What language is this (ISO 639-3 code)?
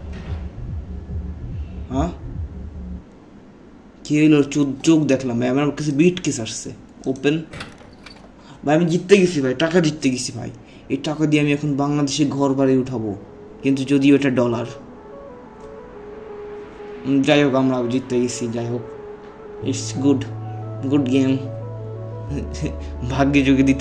ben